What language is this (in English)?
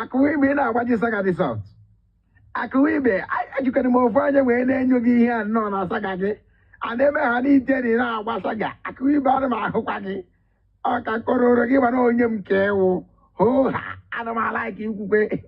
Igbo